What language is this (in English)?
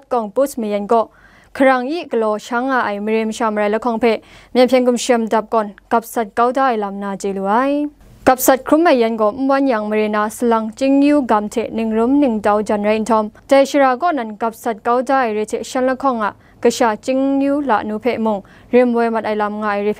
Kachin